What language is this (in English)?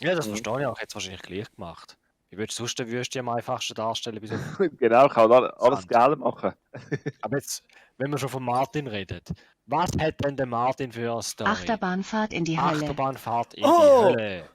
Swiss German